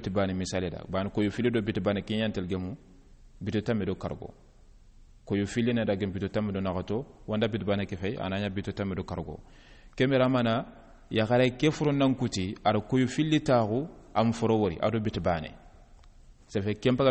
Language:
Soninke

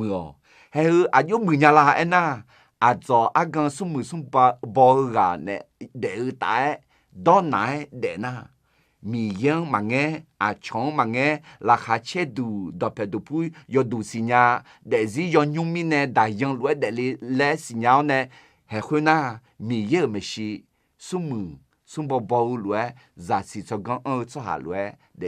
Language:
Akha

